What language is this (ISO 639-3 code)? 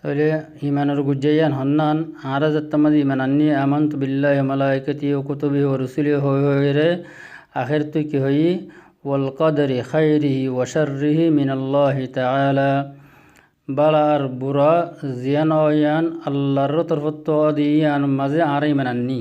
rhg